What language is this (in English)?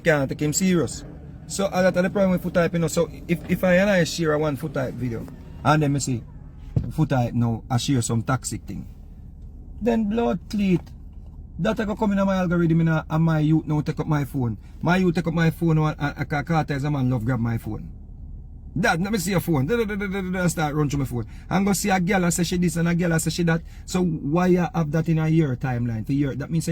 Jamaican Creole English